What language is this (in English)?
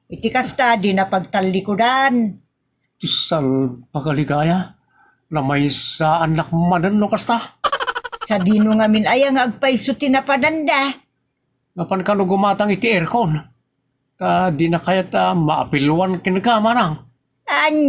Iloko